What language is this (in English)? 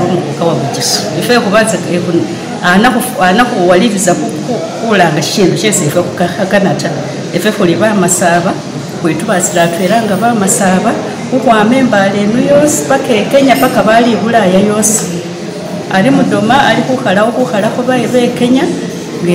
Masaaba